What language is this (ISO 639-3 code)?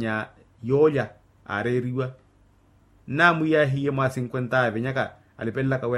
vmw